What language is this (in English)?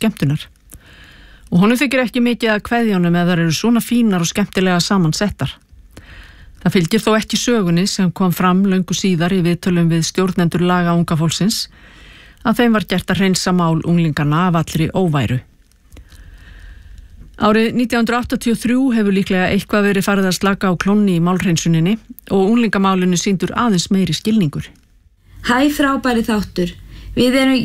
Icelandic